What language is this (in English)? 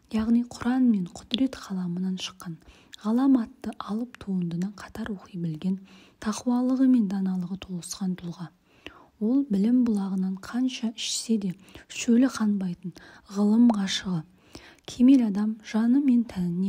Kazakh